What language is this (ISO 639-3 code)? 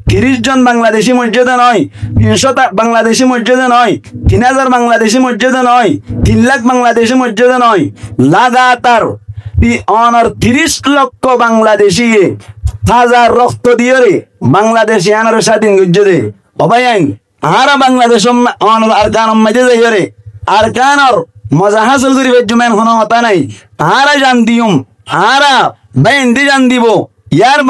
rhg